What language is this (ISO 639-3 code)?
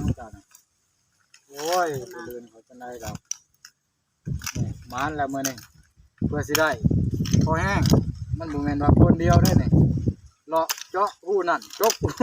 lao